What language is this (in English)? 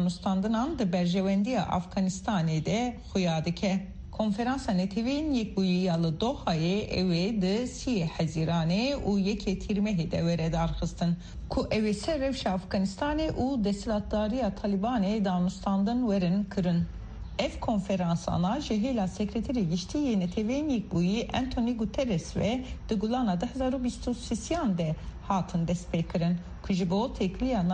Kurdish